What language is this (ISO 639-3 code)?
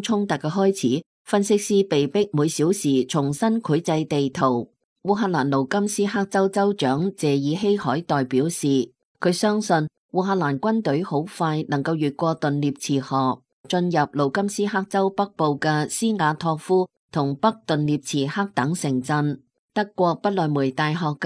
yue